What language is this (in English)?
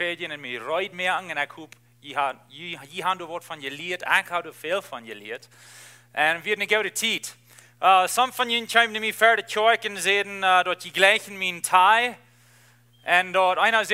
Plautdietsch